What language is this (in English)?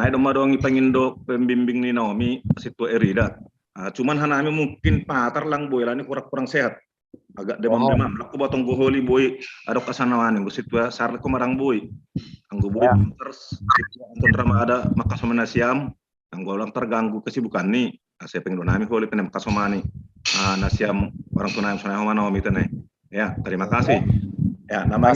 Batak Simalungun